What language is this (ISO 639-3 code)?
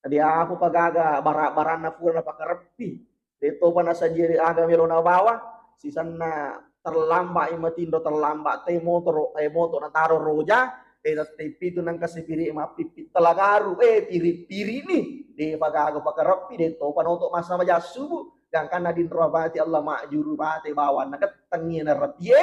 bug